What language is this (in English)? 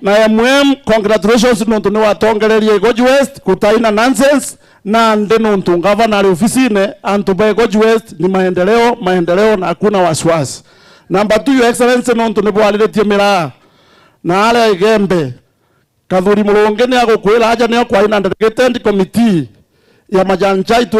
Meru